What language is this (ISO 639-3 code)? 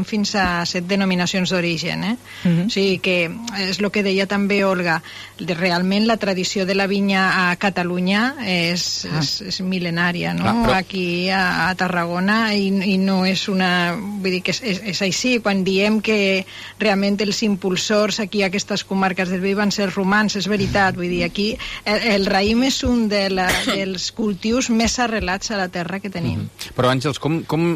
cat